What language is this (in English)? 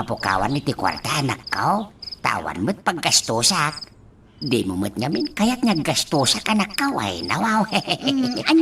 Iloko